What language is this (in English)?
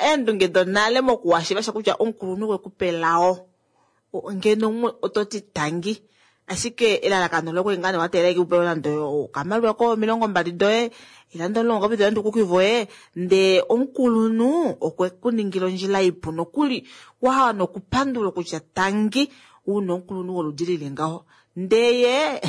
Kuanyama